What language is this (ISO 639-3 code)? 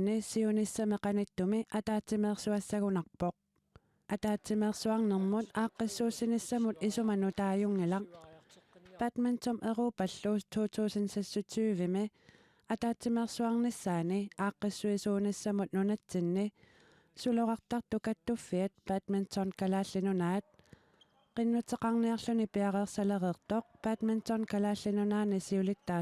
kal